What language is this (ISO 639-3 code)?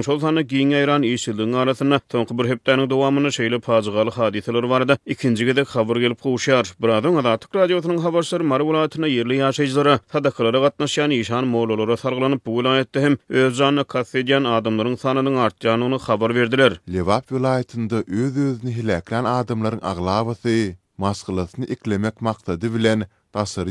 tuk